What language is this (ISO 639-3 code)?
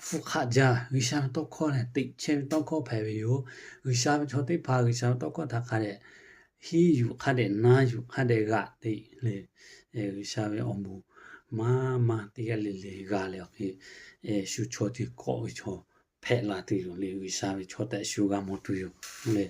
lhu